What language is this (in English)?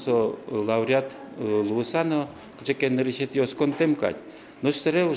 Udmurt